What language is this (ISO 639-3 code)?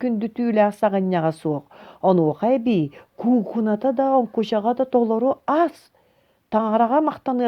sah